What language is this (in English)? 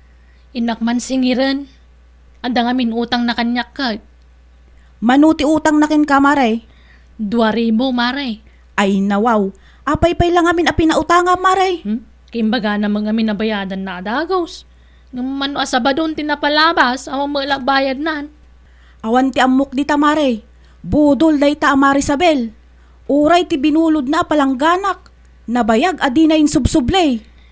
Iloko